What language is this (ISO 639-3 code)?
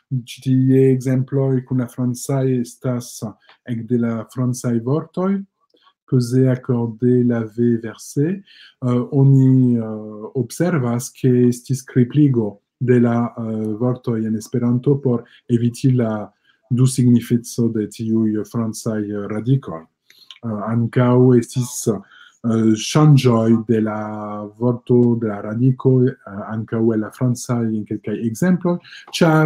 epo